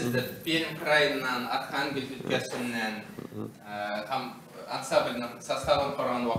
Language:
Tatar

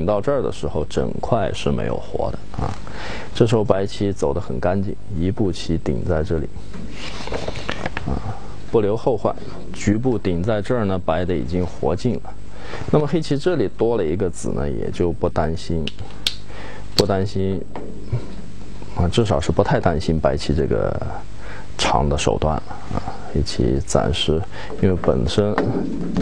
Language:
Chinese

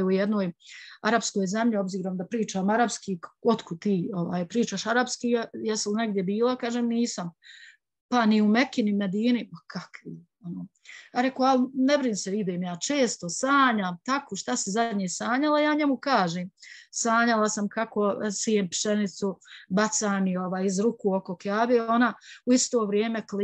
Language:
Bosnian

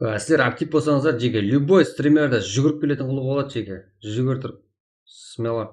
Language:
Kara-Kalpak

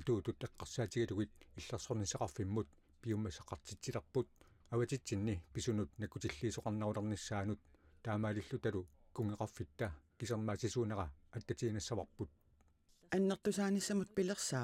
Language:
Kalaallisut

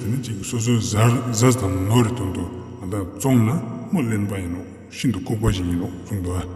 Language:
Ladakhi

